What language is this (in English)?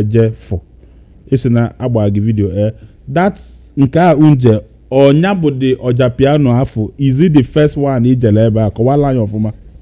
Igbo